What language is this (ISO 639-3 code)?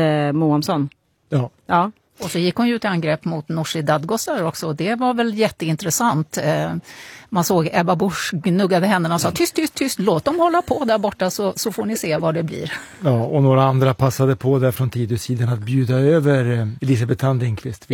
swe